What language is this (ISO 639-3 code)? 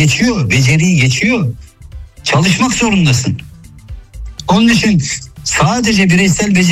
tur